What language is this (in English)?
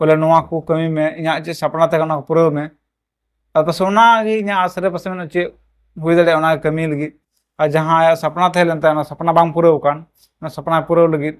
Santali